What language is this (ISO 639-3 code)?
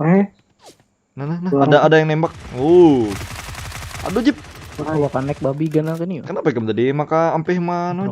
bjn